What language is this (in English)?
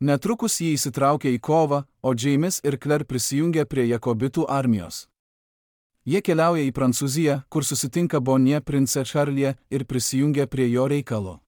Lithuanian